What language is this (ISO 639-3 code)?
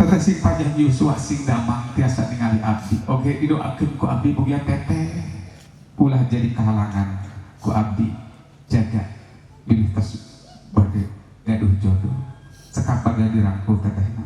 sun